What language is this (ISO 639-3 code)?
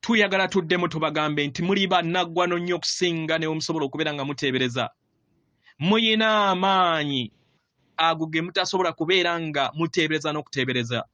lug